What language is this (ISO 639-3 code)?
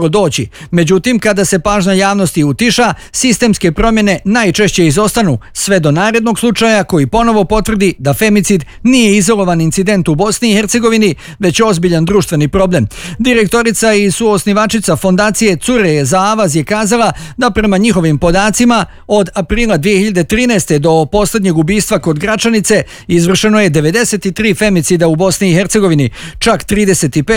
bos